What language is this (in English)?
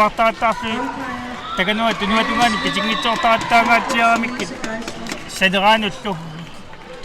Kalaallisut